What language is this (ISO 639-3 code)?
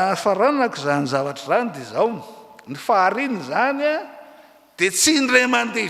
mlg